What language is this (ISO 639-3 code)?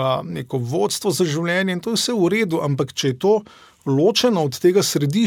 slv